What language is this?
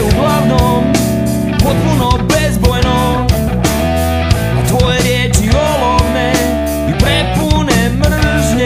Croatian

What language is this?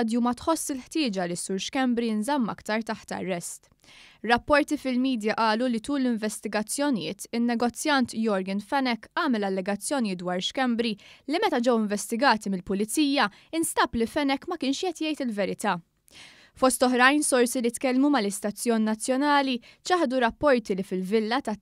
Maltese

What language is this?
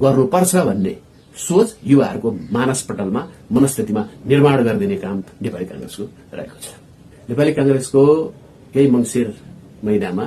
Nepali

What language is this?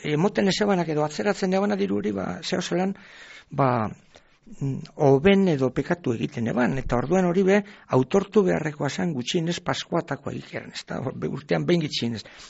Basque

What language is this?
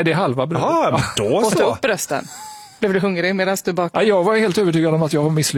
Swedish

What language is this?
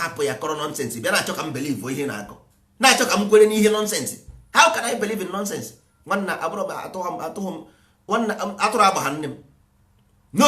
Igbo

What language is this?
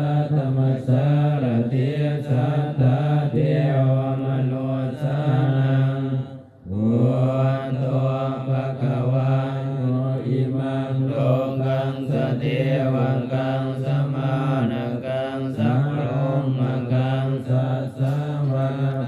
Pali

